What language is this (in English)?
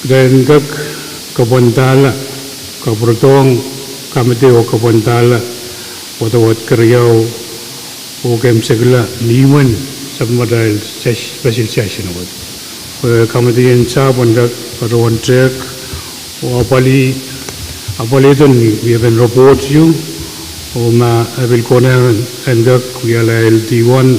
Pohnpeian